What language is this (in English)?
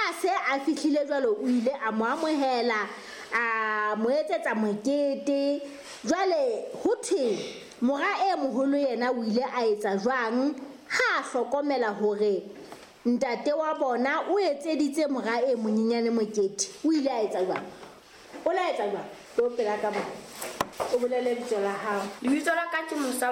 Southern Sotho